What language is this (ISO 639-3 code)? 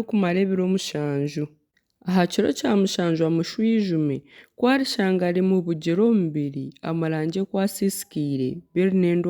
nyn